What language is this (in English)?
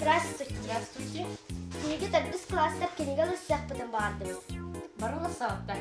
Yakut